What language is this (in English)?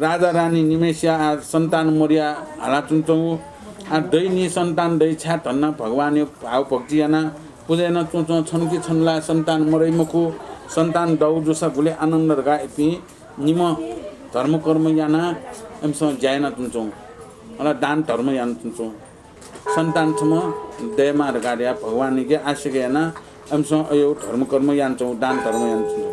Newari